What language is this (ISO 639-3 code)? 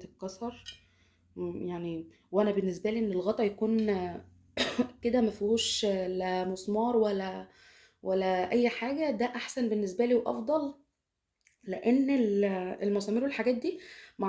arz